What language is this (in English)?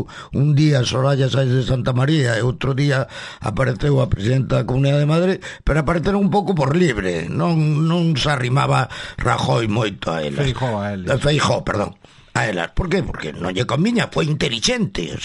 Galician